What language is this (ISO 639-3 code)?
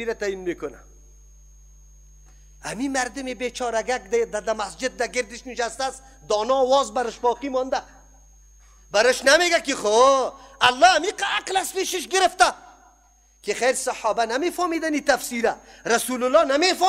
fas